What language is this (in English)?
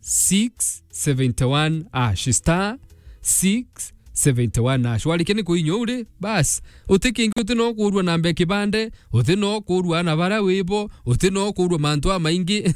Meru